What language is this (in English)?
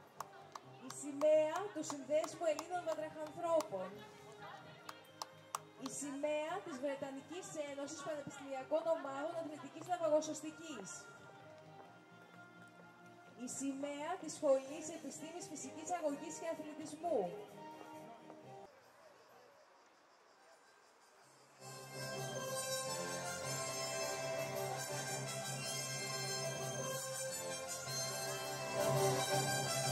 Greek